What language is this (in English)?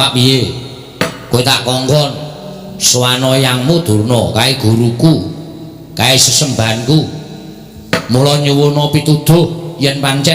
Javanese